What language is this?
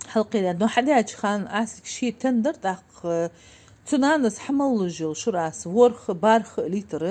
Ingush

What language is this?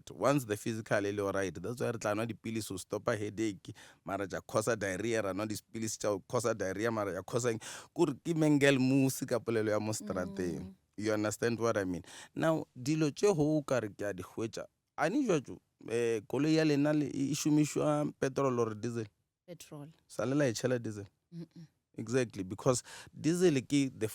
Northern Sotho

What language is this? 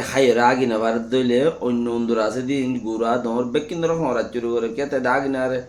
Rohingya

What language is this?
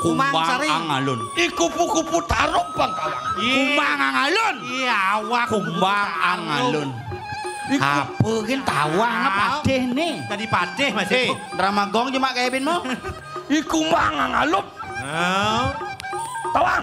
Balinese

